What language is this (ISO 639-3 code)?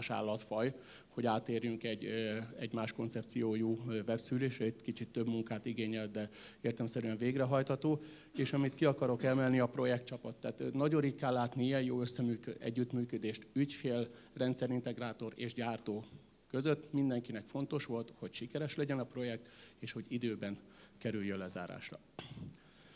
hun